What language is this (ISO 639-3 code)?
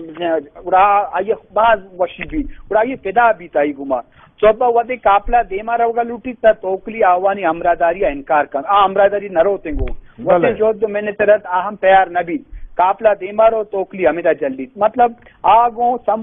bal